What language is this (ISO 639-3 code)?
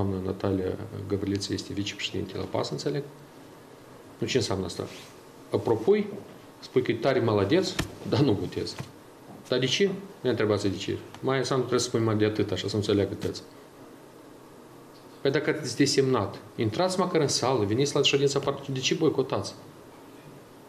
ron